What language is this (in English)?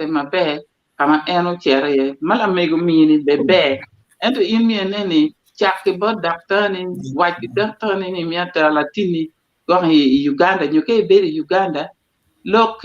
Acoli